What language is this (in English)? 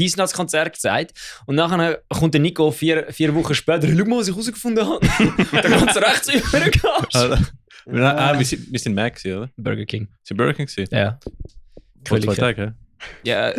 Swiss German